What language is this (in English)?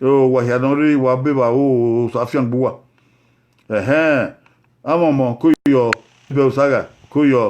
Bini